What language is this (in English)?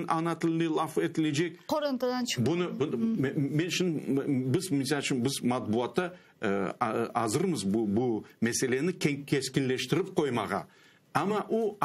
Crimean Tatar